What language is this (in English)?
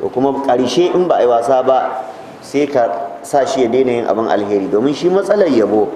Hausa